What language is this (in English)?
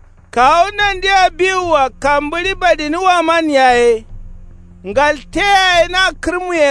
Kanuri